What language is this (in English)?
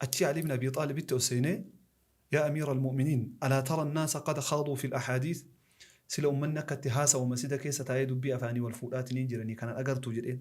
Oromo